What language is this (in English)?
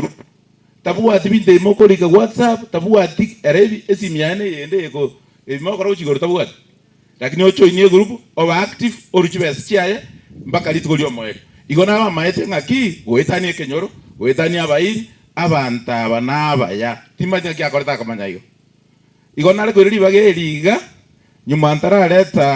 Gusii